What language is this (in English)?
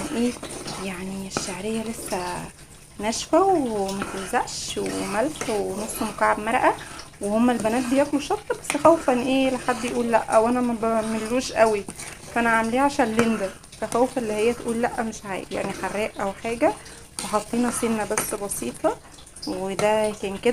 Egyptian Arabic